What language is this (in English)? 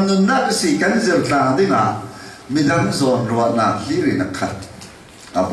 Falam Chin